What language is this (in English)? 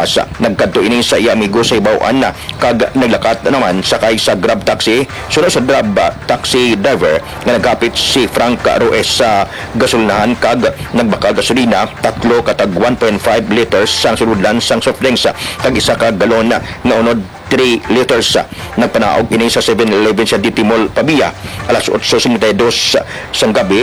Hiligaynon